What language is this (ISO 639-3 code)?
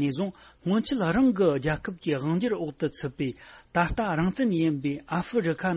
bod